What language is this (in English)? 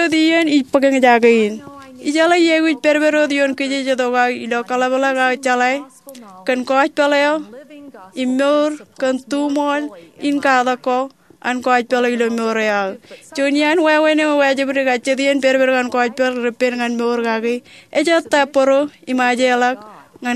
Marshallese